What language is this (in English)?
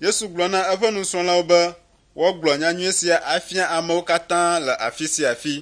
Ewe